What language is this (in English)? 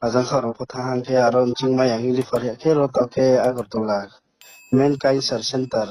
Riang (India)